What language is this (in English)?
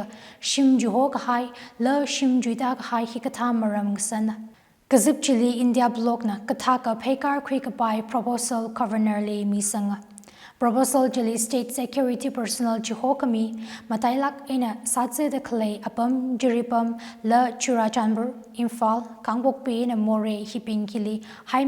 Tangkhul Naga (India)